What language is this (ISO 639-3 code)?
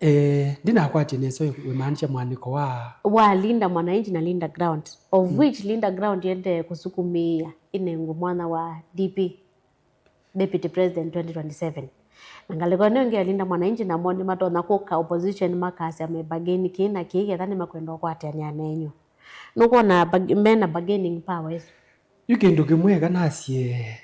kam